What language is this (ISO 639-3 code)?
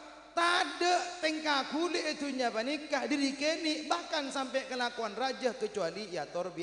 mad